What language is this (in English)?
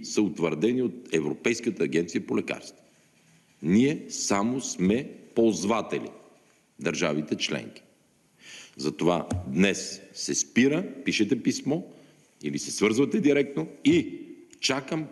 Bulgarian